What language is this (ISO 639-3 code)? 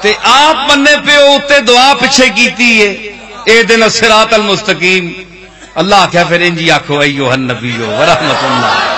lah